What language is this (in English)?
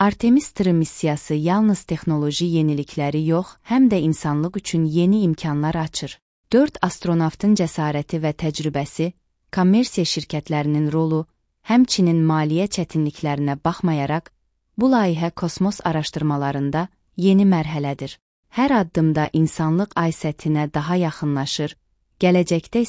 Azerbaijani